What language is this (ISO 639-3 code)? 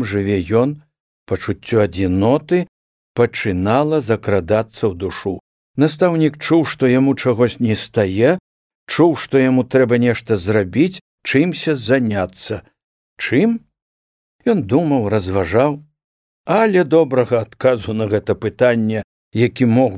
bel